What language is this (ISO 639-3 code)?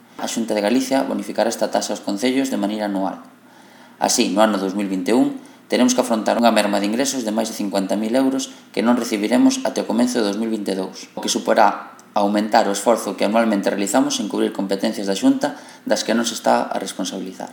glg